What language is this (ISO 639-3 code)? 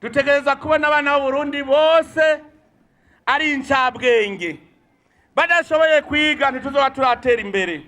run